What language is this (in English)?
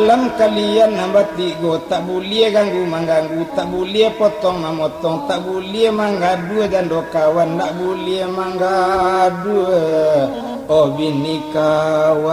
Minangkabau